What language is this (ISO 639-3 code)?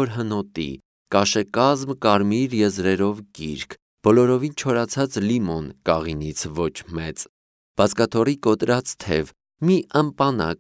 hye